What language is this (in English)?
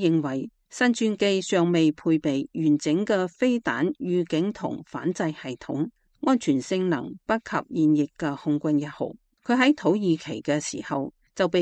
Cantonese